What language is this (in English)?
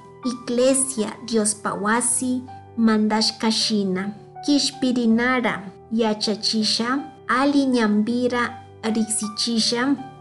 Chimborazo Highland Quichua